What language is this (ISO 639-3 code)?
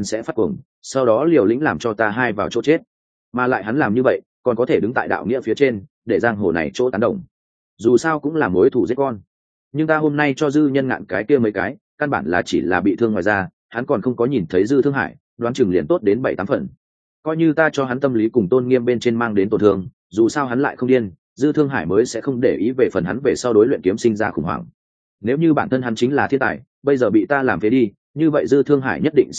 vie